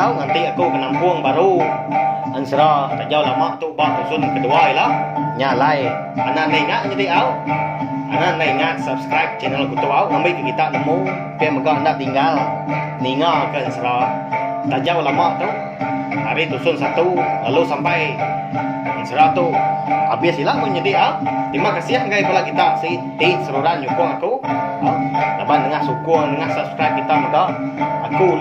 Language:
Iban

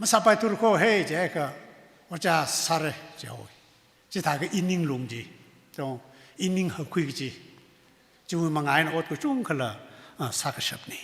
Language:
Tangkhul Naga (India)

